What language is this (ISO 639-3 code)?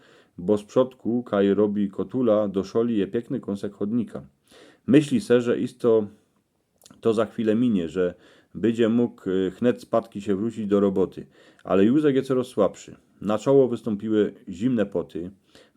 szl